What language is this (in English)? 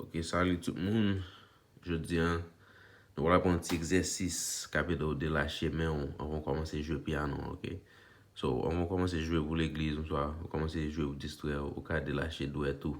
Haitian Creole